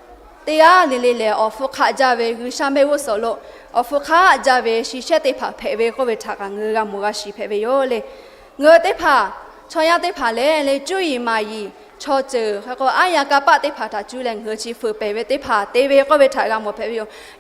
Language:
Lahu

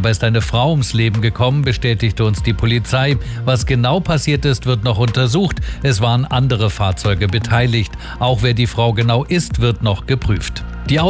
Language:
German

